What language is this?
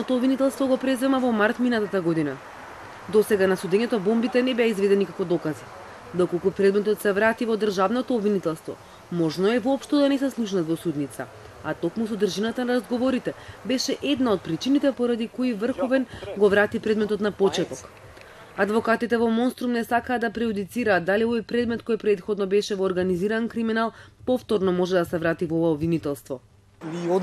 Macedonian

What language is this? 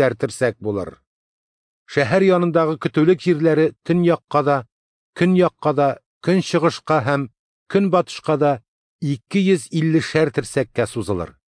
Tatar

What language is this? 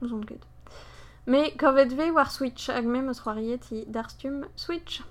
Breton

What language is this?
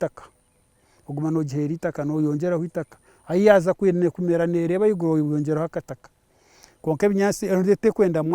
Nyankole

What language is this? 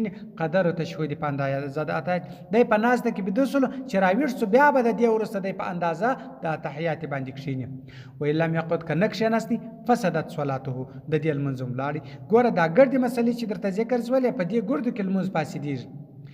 Pashto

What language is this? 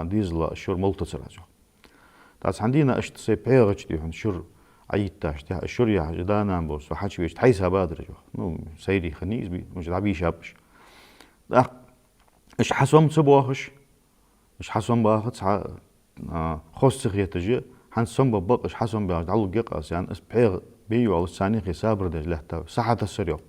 Ingush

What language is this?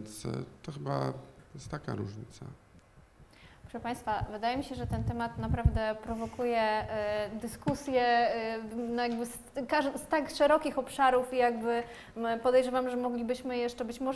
Polish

